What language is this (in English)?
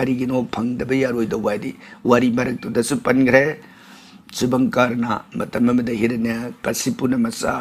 Manipuri